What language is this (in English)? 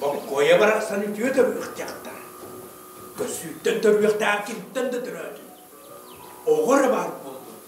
Yakut